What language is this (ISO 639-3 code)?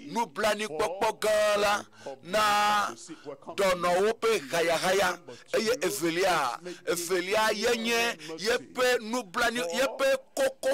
ewe